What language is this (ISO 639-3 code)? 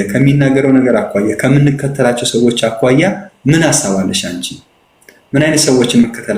amh